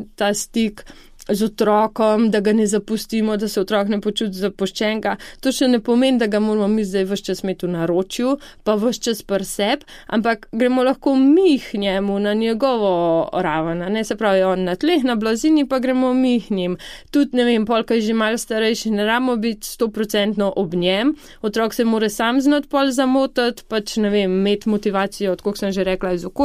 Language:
Slovenian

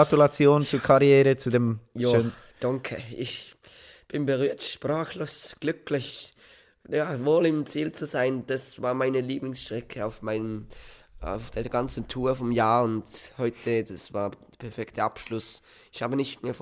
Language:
Swiss German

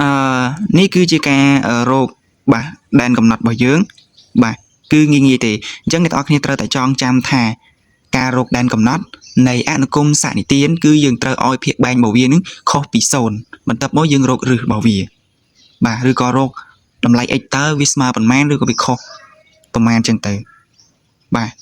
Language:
Khmer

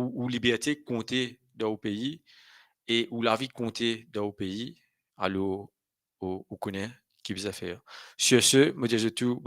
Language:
Morisyen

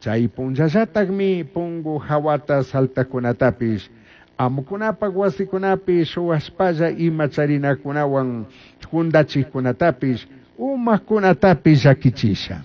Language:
Chimborazo Highland Quichua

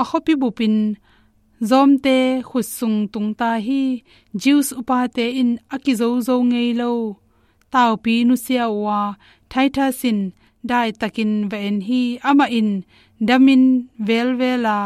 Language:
Tedim Chin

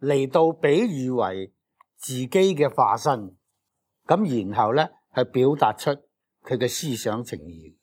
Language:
Cantonese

